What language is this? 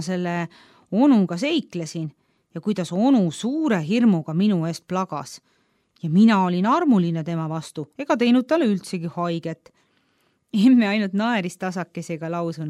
Estonian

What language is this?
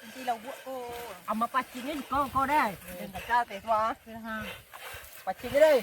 Minangkabau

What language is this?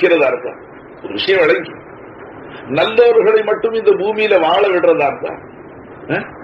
Tamil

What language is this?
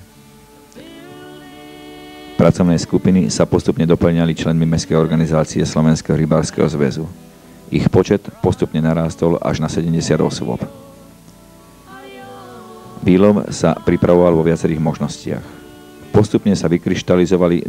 Slovak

